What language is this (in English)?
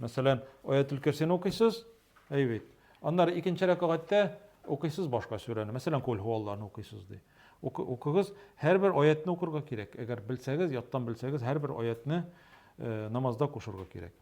Tatar